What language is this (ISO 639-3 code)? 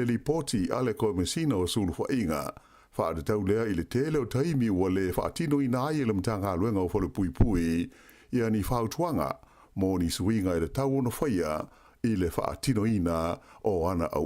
smo